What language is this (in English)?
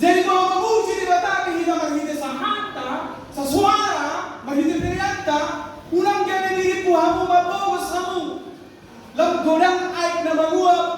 Batak Toba